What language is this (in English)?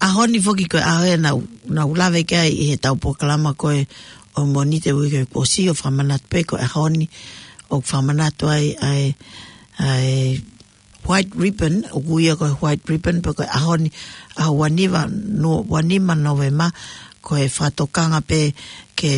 Tongan